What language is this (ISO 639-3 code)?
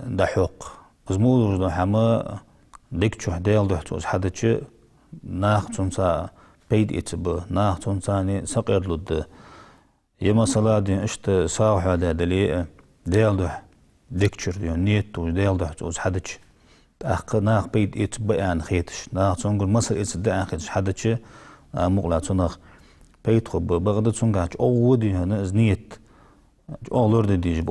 inh